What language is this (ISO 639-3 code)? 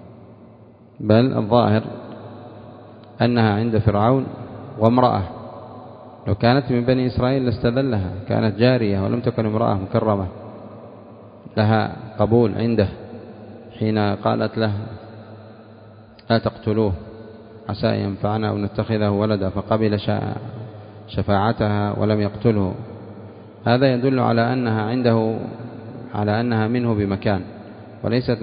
ara